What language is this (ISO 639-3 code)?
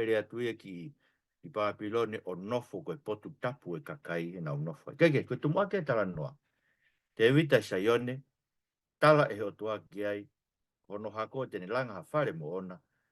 ton